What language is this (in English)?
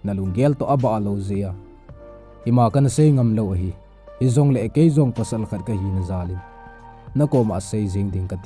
Thado Chin